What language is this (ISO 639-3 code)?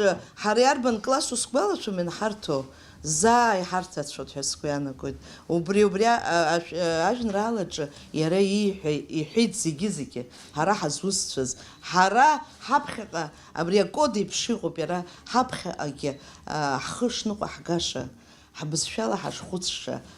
abk